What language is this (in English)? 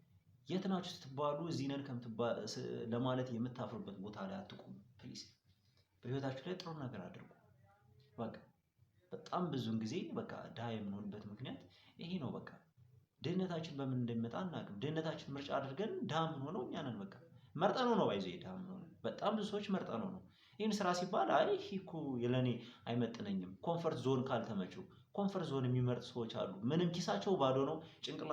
Amharic